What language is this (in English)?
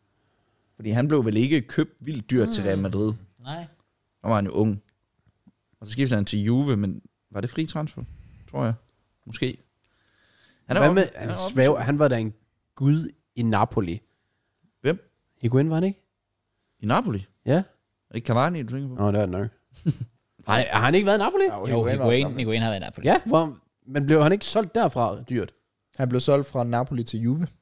Danish